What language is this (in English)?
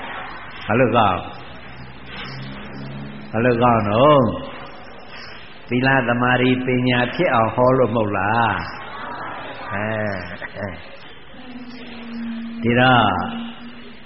Burmese